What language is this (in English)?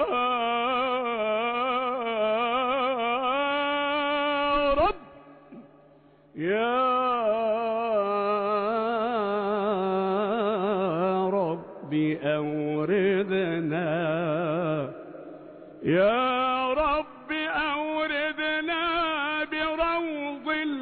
Arabic